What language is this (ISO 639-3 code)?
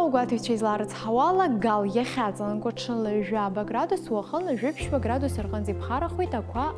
abk